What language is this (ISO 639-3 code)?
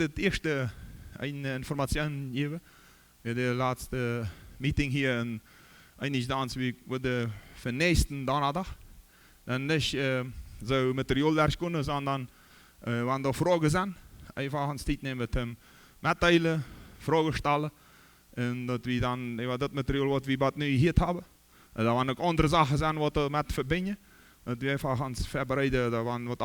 pdt